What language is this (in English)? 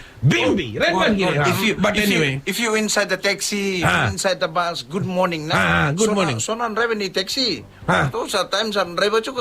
Fijian